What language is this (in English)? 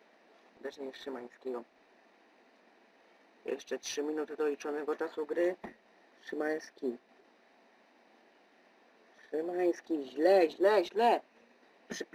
Polish